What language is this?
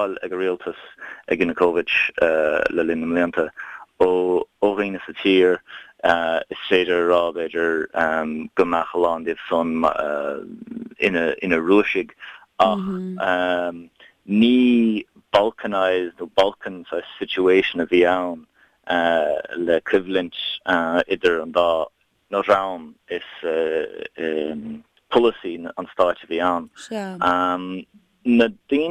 Irish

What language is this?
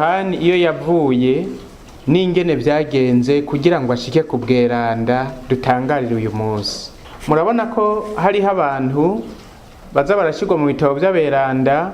Rundi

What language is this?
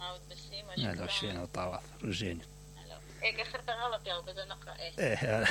Mesopotamian Arabic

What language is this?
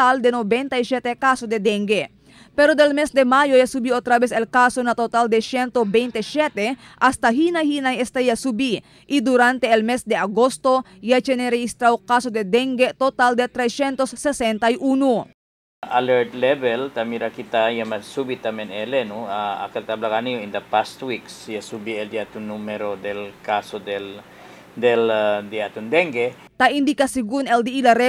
Chavacano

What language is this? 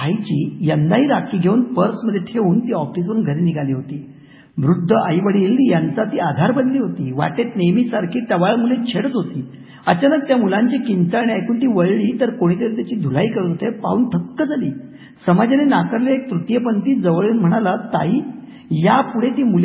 Marathi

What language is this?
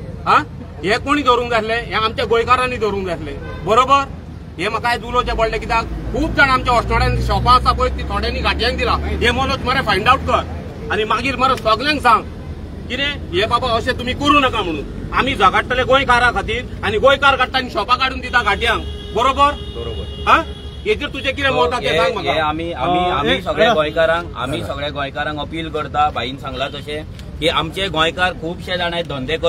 Konkani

